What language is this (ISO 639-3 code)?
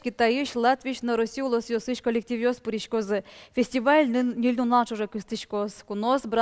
udm